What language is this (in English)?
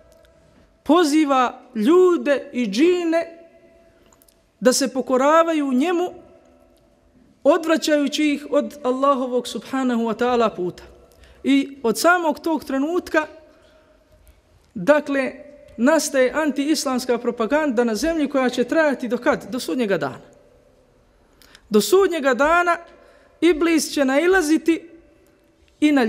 Bosnian